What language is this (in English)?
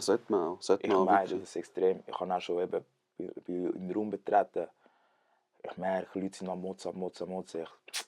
Swiss German